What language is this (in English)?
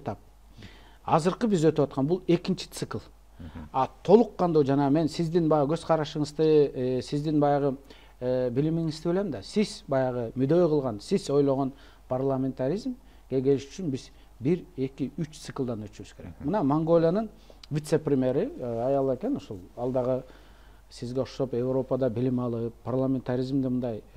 Kyrgyz